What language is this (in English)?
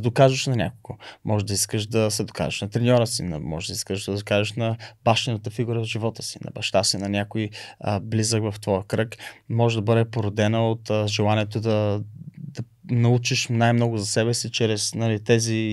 Bulgarian